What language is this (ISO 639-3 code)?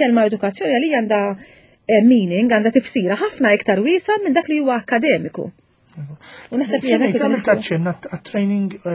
mlt